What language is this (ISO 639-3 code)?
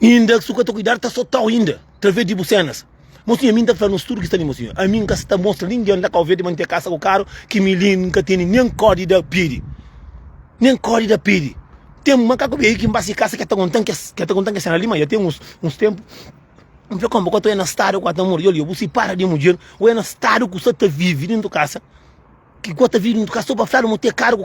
kea